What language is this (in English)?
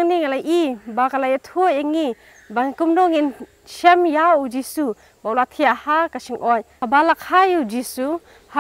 Khasi